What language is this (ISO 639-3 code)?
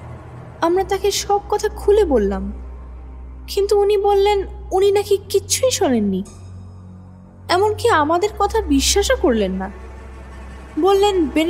ben